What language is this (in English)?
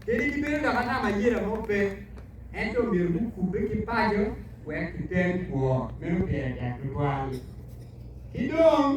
Acoli